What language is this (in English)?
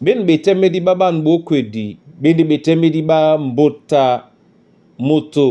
Duala